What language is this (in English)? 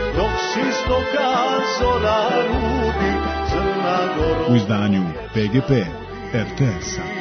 Serbian